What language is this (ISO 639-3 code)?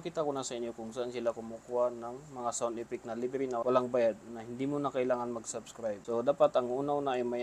mrw